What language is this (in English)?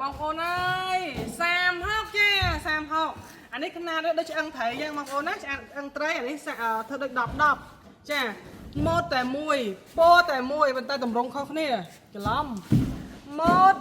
Khmer